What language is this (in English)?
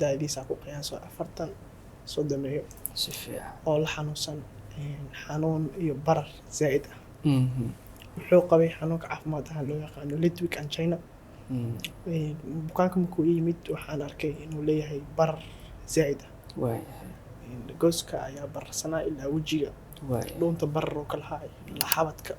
Somali